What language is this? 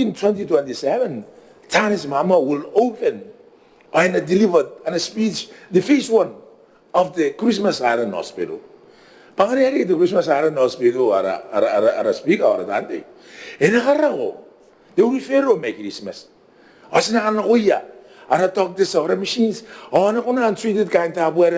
Gilbertese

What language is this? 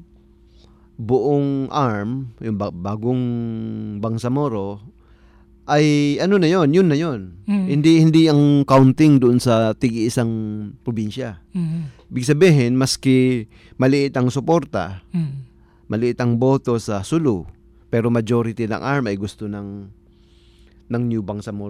Filipino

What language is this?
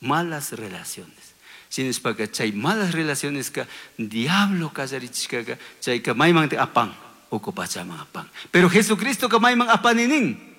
Chimborazo Highland Quichua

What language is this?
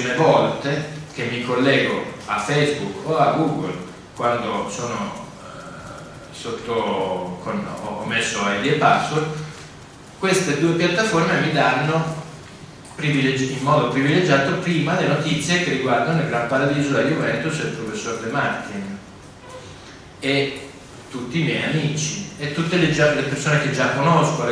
Italian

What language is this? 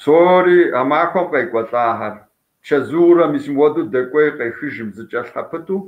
Kabardian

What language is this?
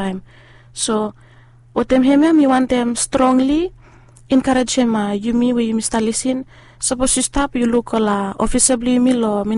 Bislama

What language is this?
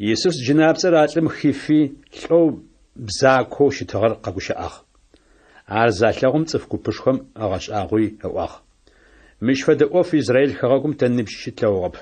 Adyghe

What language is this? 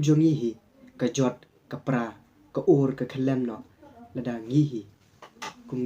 Khasi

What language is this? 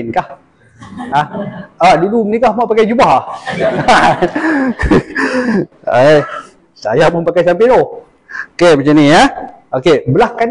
Malay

